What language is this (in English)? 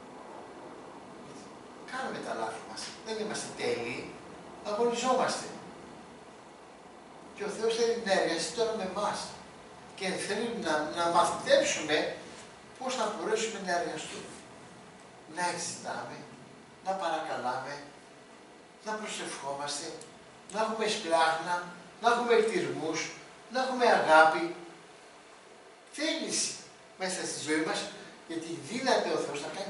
Greek